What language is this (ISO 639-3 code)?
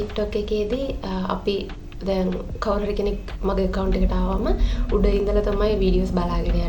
sin